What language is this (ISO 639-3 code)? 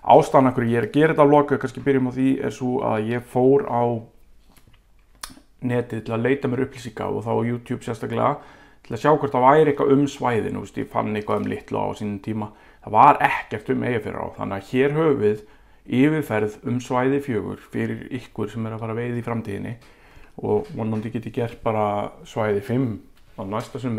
isl